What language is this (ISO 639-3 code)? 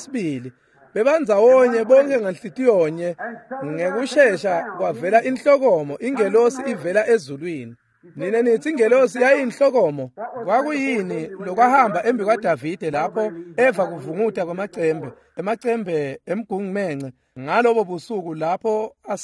ssw